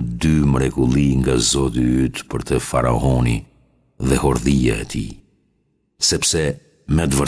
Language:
Albanian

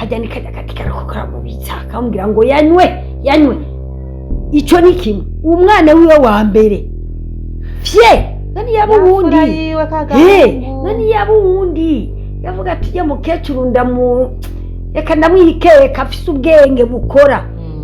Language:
Rundi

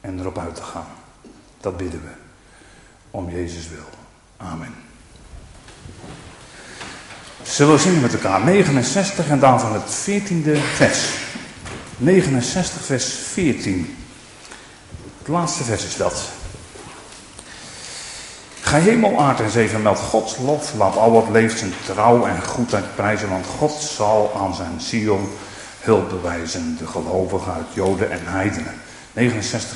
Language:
Dutch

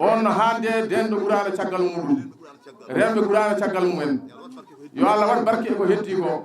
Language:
Fula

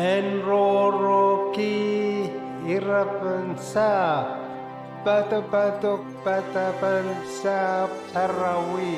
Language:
Pohnpeian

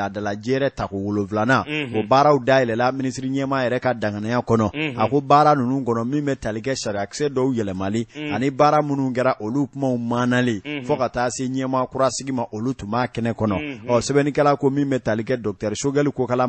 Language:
Bambara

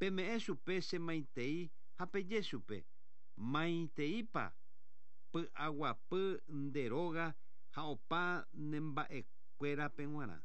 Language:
Guarani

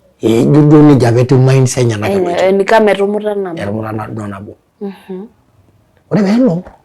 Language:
Masai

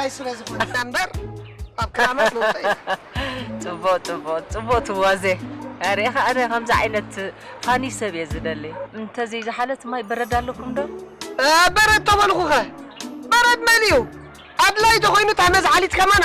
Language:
Tigrinya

